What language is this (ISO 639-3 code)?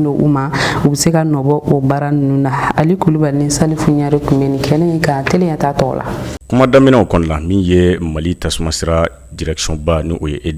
bam